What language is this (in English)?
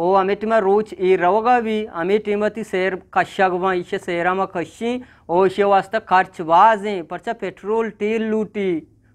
Eastern Balochi